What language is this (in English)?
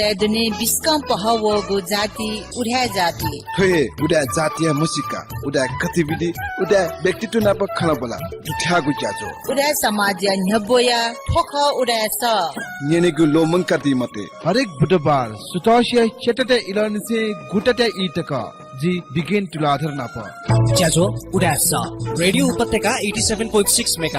Newari